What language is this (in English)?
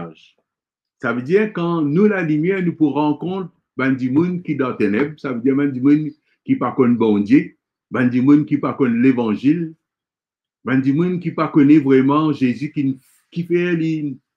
Morisyen